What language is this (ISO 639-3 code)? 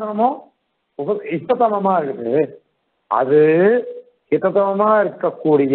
tam